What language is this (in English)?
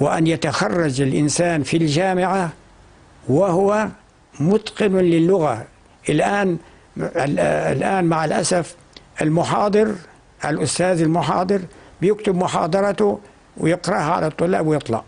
North Levantine Arabic